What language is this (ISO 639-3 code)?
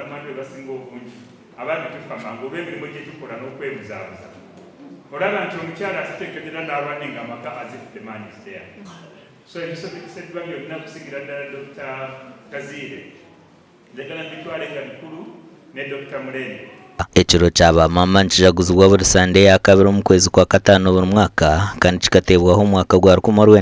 nyn